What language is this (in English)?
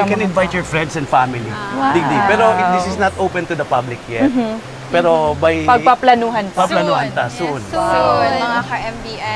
Bikol